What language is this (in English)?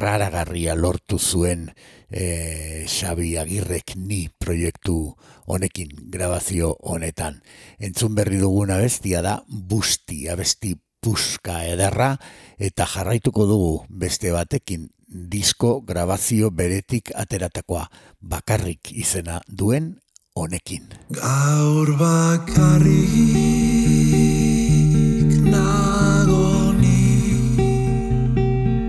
Basque